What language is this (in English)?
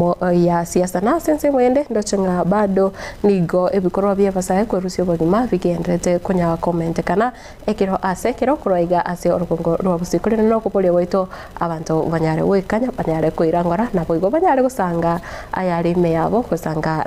Gusii